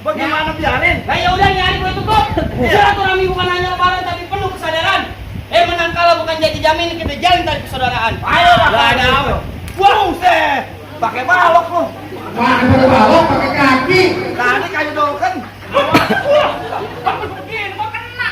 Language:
Betawi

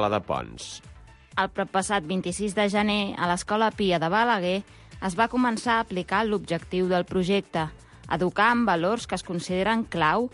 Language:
Catalan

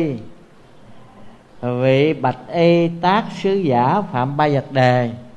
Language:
Vietnamese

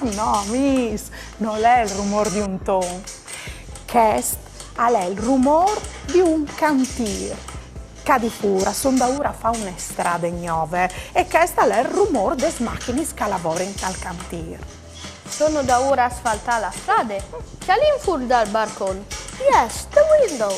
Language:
Friulian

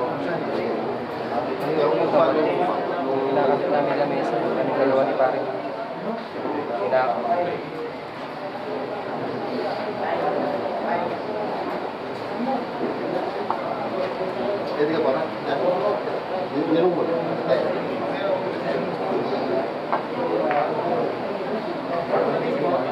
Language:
Filipino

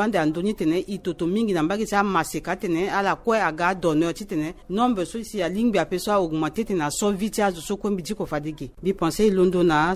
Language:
Sango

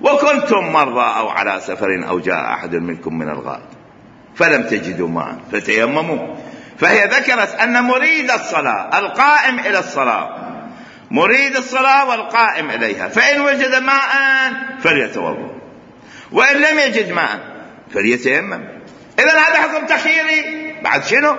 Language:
Mesopotamian Arabic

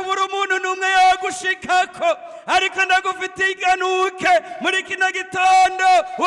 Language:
Rundi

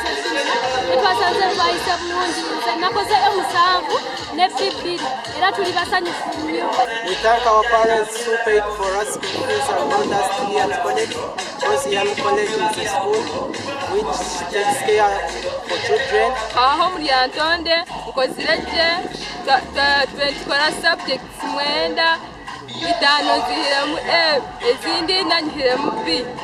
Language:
Nyankole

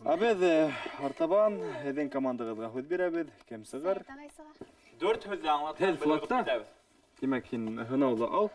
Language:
Bashkir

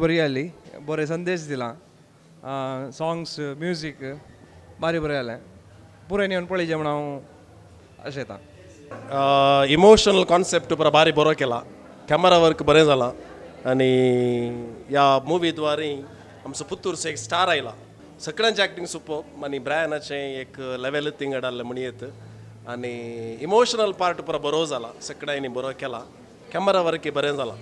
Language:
Konkani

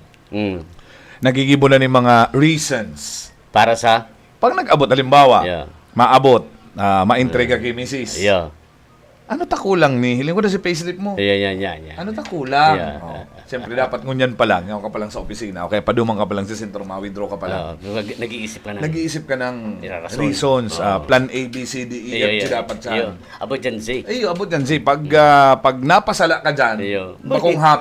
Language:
Bikol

